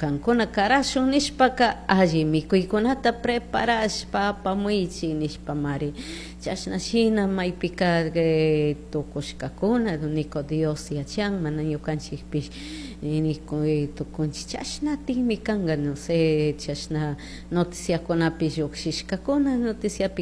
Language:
Chimborazo Highland Quichua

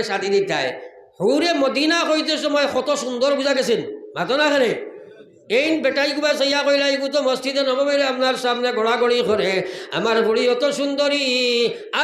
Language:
Sylheti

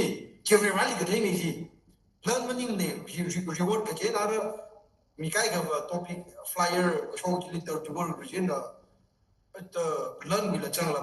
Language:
Tangkhul Naga (India)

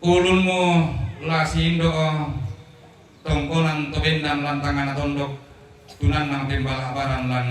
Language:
Toraja-Sa'dan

